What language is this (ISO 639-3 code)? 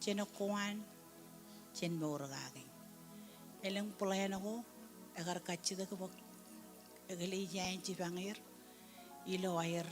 mah